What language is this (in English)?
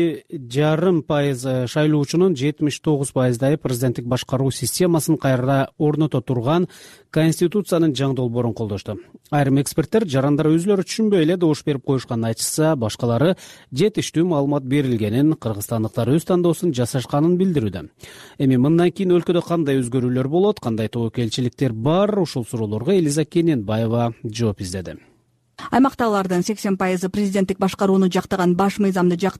Kyrgyz